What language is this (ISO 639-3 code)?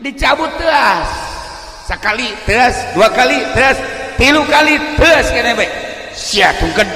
sun